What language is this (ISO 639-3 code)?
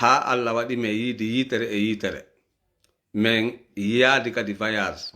ful